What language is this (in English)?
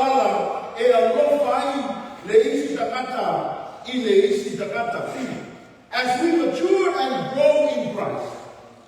Samoan